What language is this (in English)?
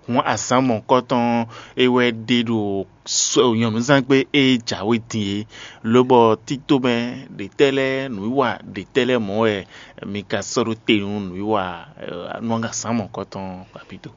Fon